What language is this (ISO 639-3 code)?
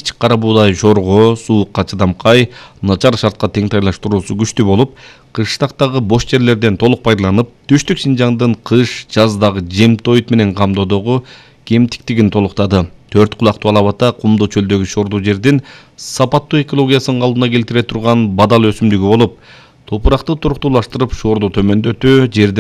kir